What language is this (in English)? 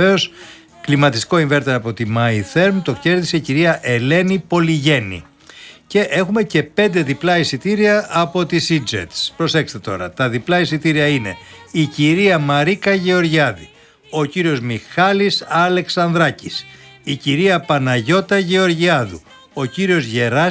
Greek